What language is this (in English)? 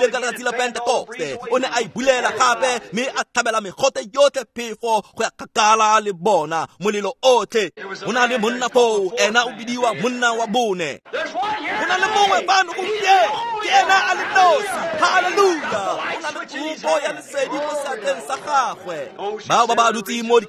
Tswana